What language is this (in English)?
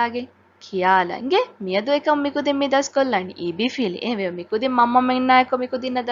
Divehi